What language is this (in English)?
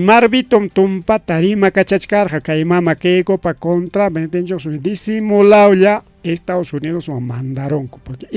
Ayacucho Quechua